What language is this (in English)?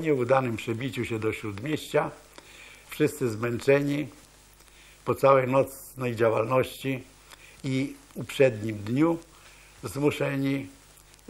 Polish